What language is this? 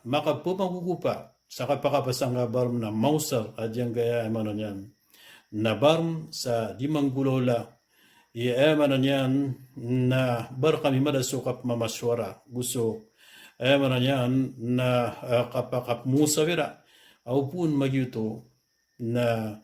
Maranao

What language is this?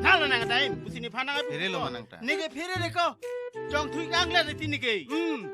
Karbi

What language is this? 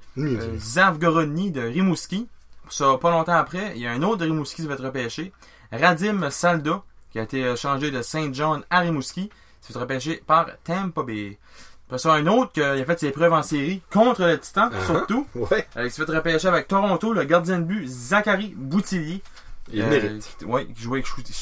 French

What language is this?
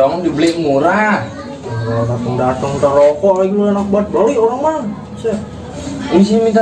Betawi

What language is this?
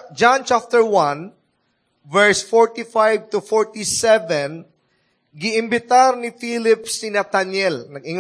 Cebuano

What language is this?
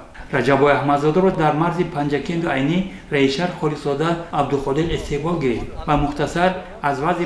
Tajik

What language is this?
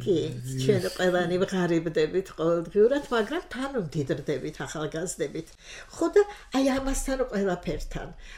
Georgian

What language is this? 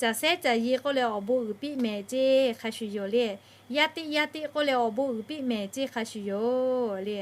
Lahu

